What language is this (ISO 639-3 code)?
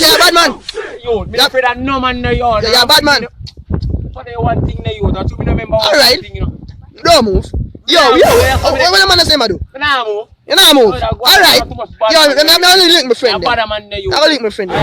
jam